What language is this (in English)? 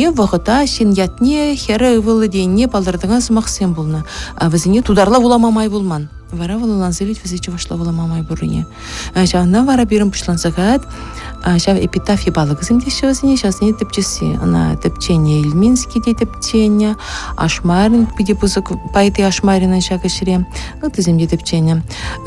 Chuvash